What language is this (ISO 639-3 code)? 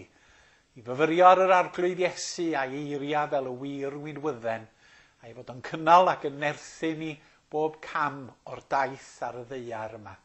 cym